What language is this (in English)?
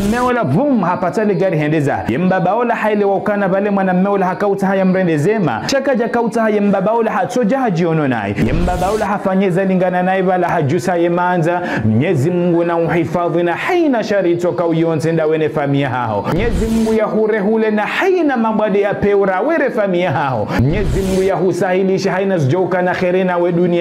Ngazidja Comorian